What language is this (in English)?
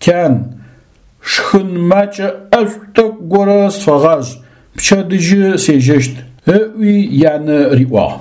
Adyghe